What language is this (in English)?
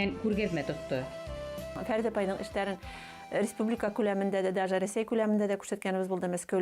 Bashkir